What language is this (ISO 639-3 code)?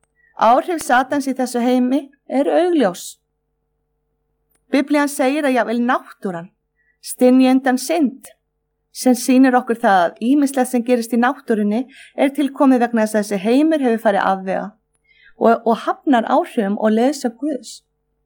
isl